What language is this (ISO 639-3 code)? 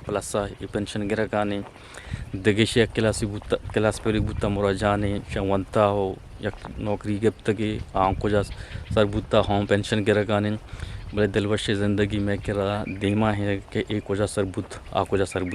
bgp